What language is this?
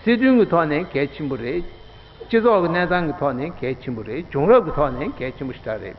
Tibetan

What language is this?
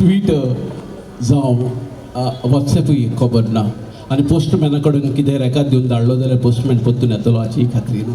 Konkani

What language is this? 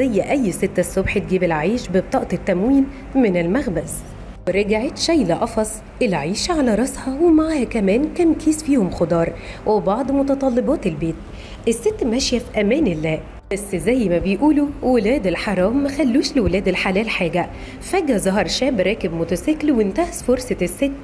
Egyptian Arabic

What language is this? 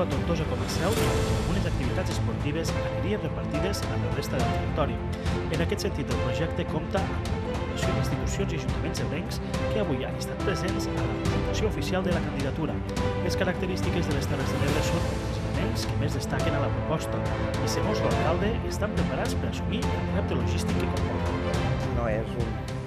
Catalan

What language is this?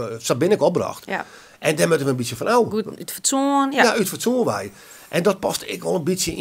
Western Frisian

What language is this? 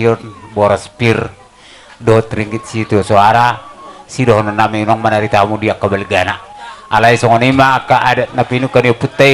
Batak Toba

